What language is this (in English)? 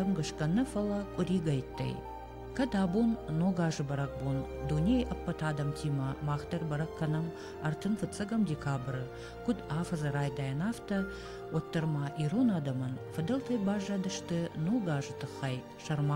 Ossetic